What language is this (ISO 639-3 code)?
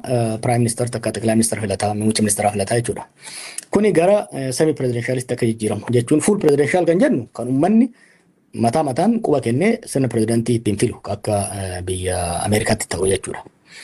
orm